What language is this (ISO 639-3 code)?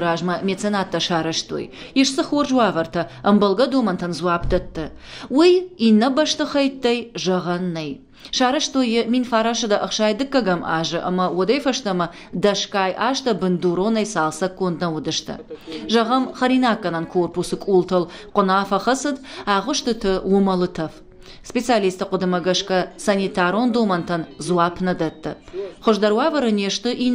oss